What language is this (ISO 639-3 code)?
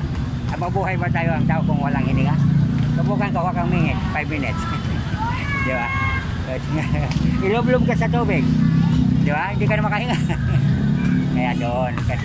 fil